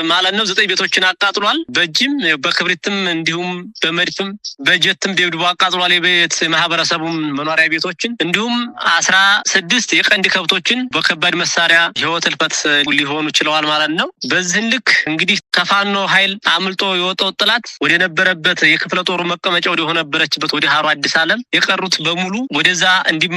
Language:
Amharic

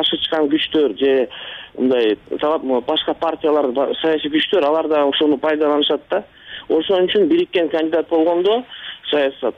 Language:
Kyrgyz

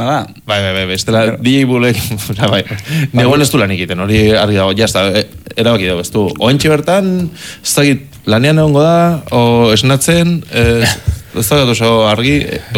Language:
Basque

